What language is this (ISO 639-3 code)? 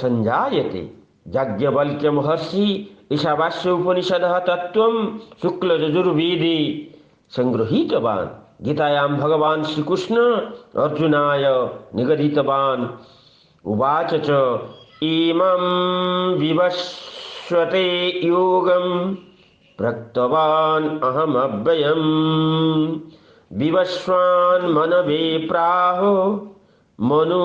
san